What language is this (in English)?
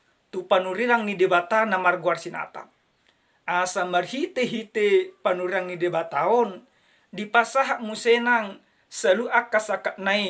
Batak Toba